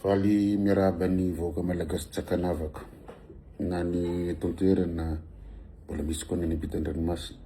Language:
Malagasy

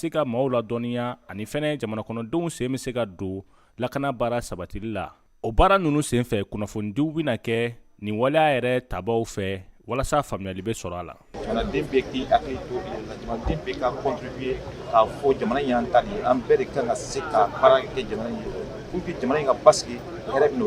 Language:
Bambara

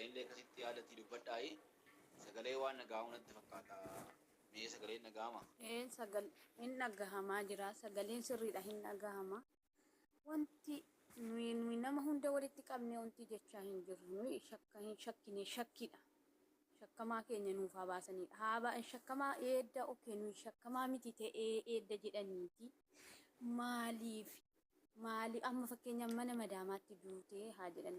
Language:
Oromo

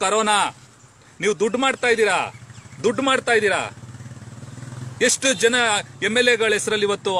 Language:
Kannada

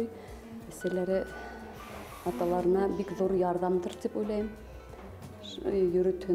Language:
Bashkir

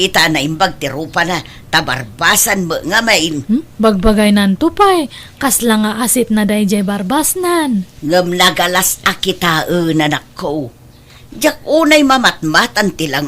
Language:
Iloko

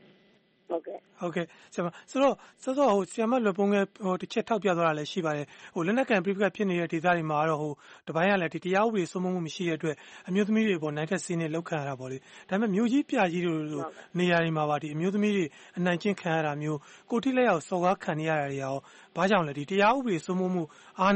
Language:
Burmese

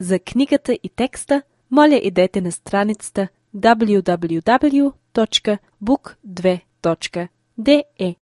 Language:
Bulgarian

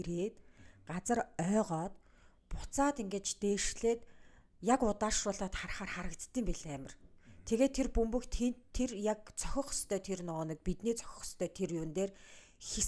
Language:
Mongolian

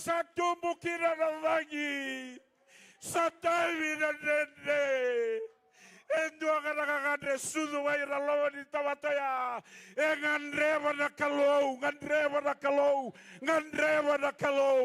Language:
Fijian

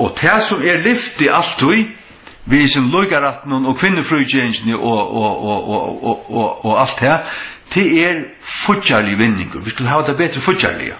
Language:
Faroese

